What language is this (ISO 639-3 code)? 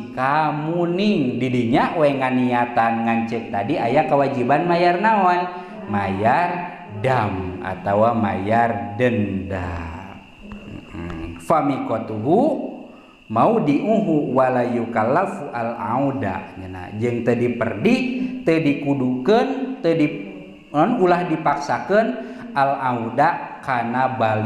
sun